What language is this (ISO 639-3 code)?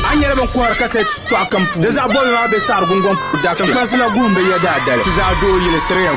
dag